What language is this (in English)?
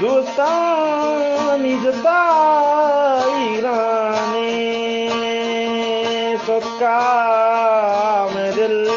Eastern Balochi